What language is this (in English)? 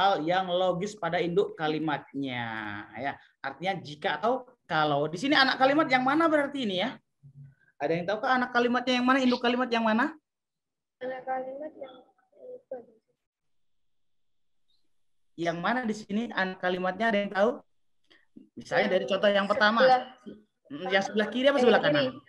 Indonesian